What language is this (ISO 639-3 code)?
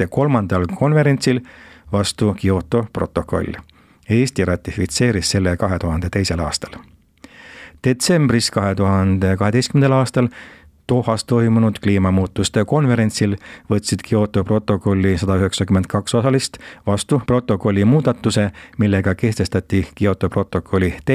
est